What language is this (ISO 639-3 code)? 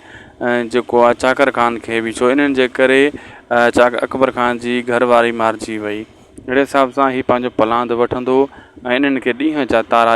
snd